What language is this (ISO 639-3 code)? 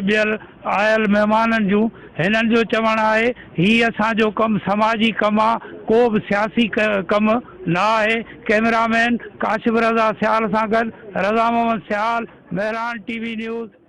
snd